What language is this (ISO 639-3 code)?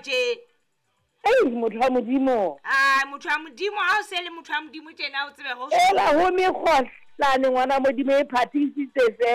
sot